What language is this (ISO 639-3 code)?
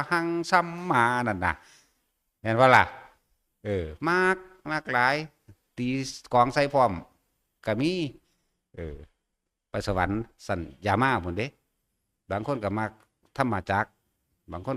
tts